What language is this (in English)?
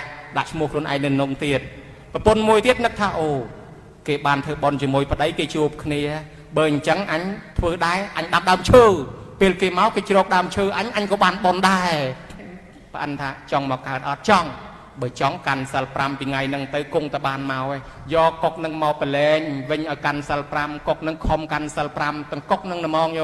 Khmer